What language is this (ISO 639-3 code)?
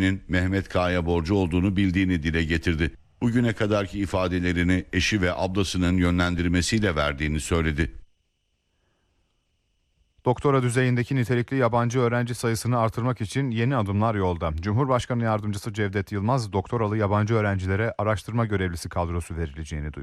tur